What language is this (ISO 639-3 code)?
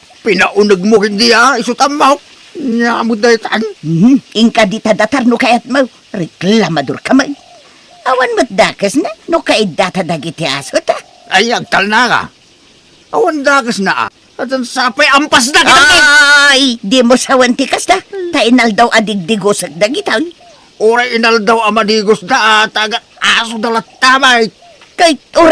ilo